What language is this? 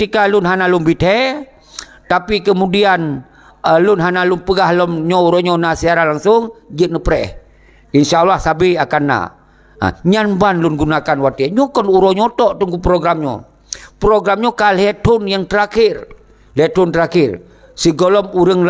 Achinese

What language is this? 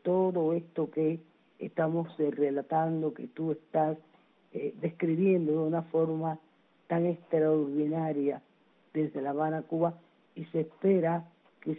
Spanish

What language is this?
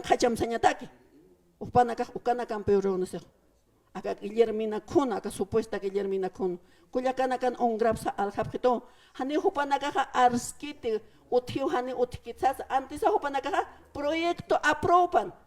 Aymara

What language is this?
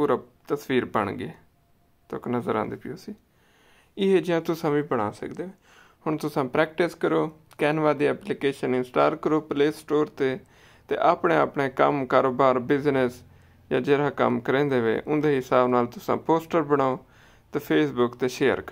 Saraiki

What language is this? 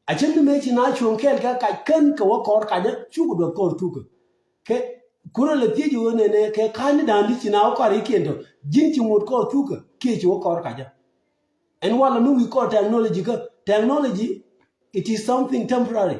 Nuer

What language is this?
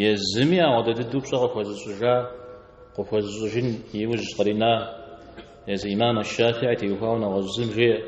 Kabardian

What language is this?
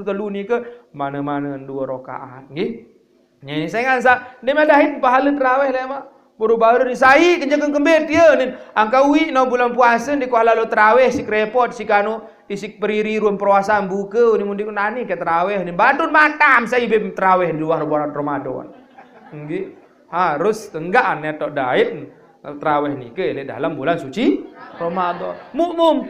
Sasak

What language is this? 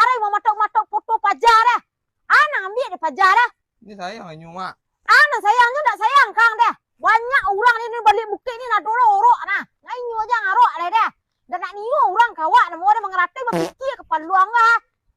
Minangkabau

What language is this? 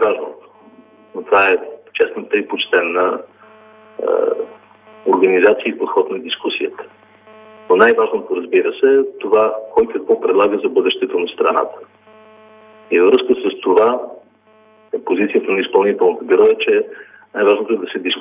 Bulgarian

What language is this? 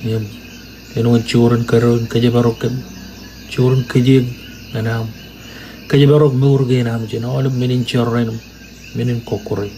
Marshallese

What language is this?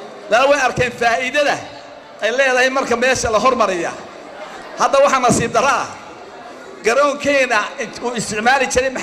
Somali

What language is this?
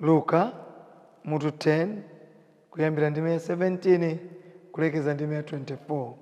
Nyanja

